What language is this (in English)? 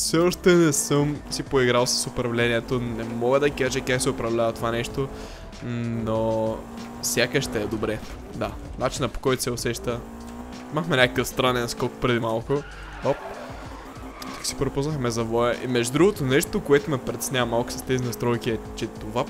Bulgarian